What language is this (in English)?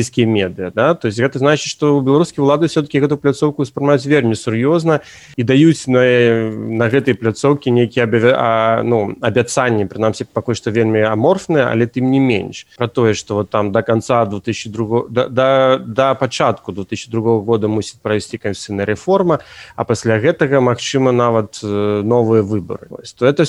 Belarusian